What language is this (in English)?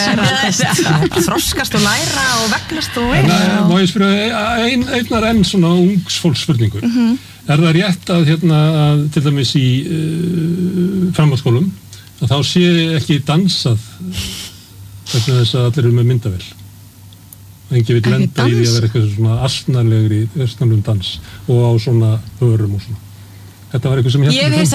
Icelandic